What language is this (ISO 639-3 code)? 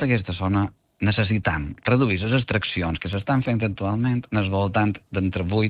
cat